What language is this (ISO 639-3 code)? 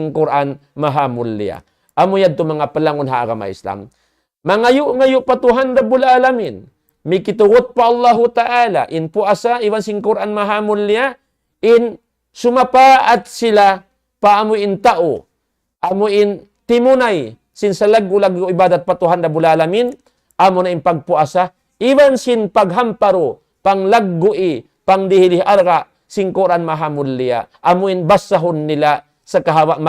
tsg